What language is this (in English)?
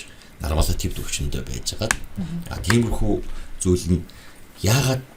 Mongolian